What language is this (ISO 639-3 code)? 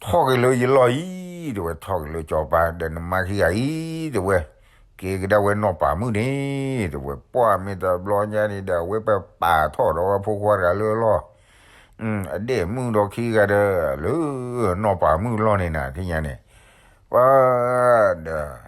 ksw